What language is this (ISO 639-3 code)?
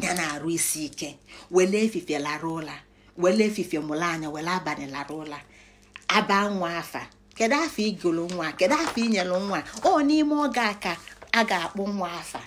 ibo